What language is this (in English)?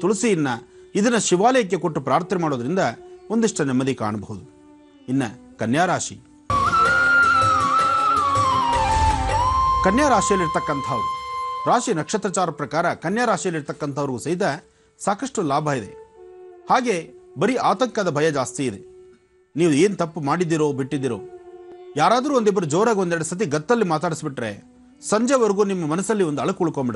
Kannada